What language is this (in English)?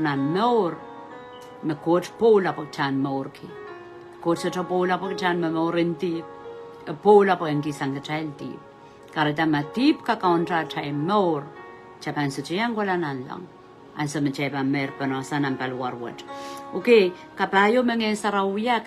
Pohnpeian